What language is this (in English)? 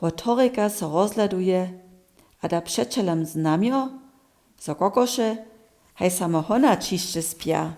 Upper Sorbian